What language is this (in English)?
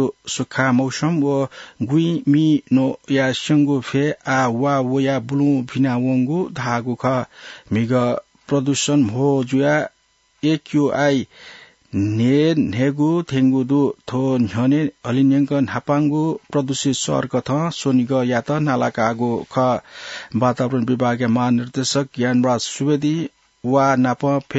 Newari